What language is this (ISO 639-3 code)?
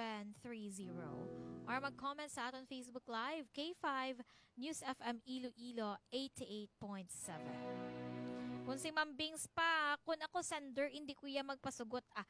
hil